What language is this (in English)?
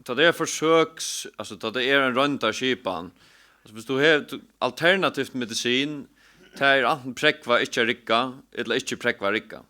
Faroese